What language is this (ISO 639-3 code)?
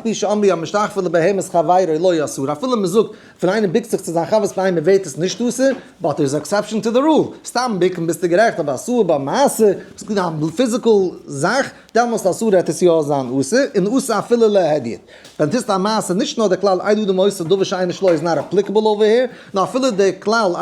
yid